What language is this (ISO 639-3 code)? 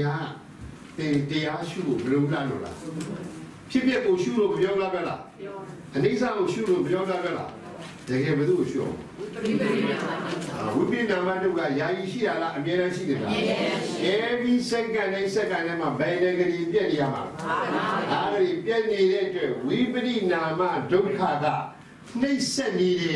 mya